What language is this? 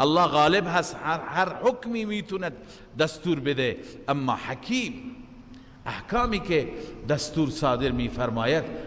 Persian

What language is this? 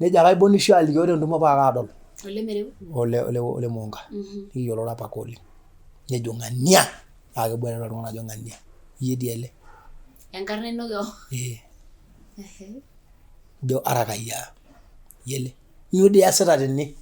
Masai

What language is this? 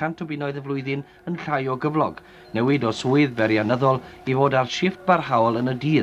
Welsh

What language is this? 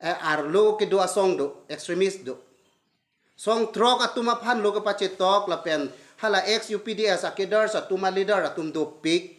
Karbi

